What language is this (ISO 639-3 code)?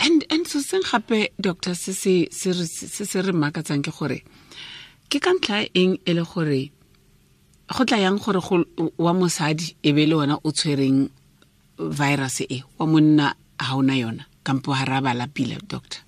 tsn